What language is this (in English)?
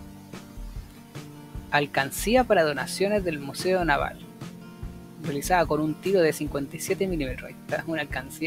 Spanish